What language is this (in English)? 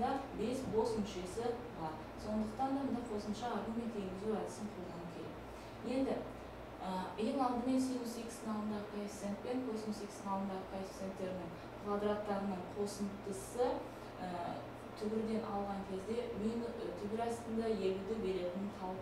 Kazakh